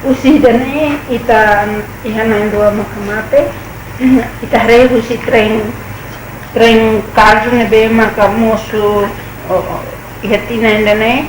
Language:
Tetum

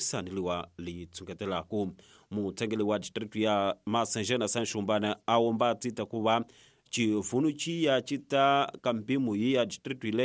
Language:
Tsonga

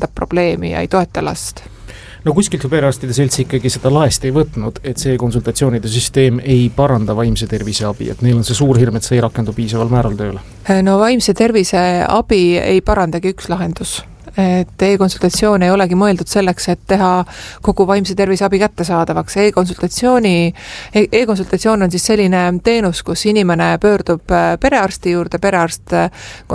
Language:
Estonian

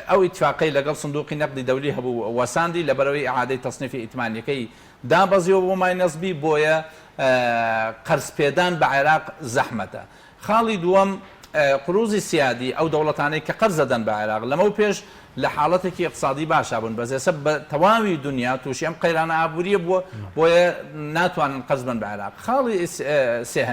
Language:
Central Kurdish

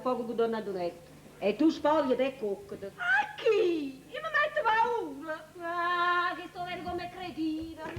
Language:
Neapolitan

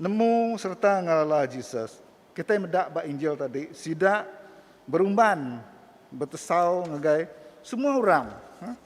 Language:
Iban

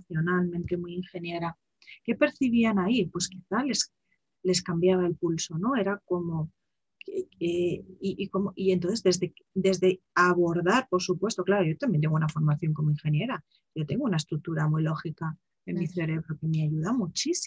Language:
Spanish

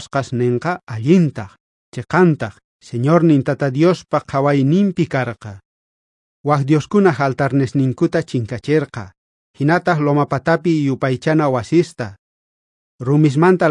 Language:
South Bolivian Quechua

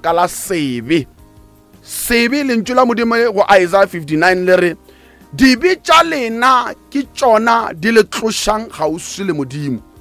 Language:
Northern Sotho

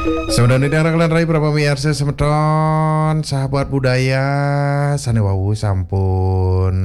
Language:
Balinese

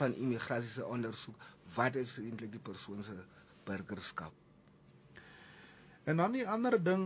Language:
Afrikaans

